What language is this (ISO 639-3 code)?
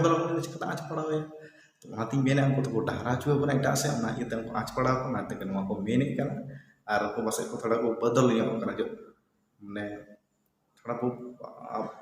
sat